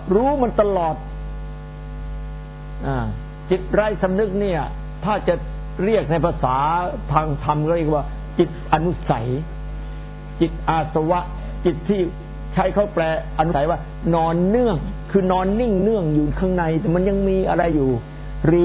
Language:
Thai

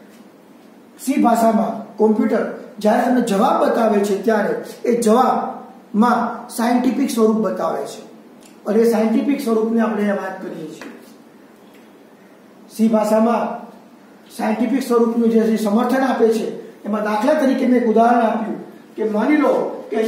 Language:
Gujarati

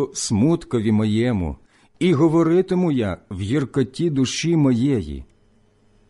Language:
Ukrainian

